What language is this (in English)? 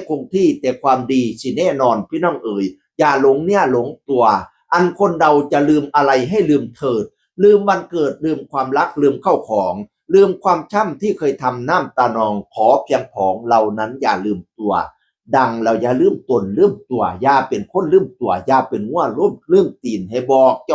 Northeastern Thai